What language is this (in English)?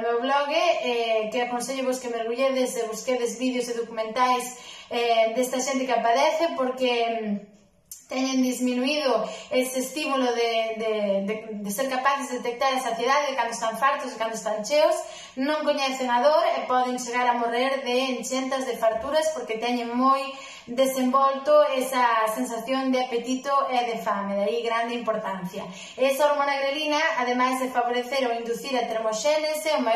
Galician